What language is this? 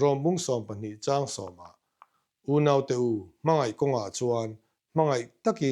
Mizo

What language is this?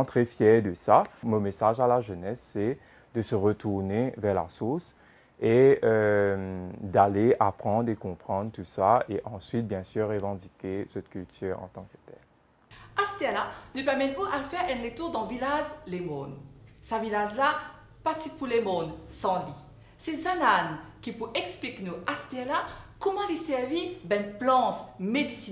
Morisyen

